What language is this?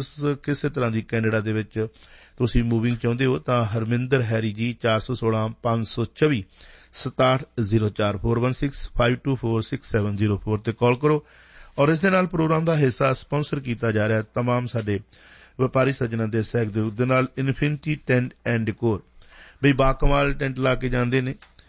Punjabi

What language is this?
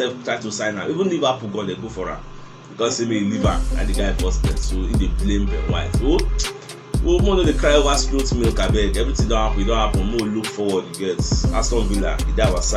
Nigerian Pidgin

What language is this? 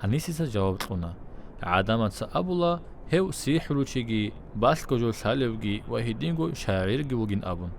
Avaric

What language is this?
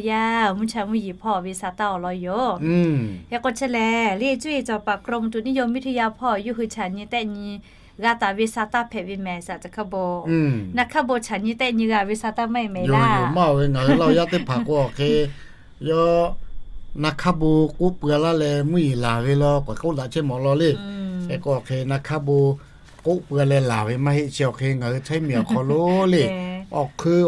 Lahu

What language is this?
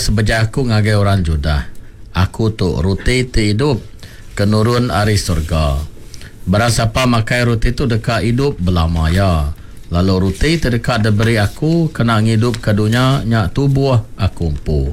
Iban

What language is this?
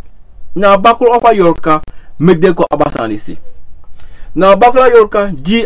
Sranan Tongo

